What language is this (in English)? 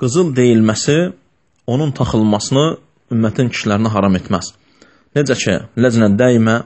Azerbaijani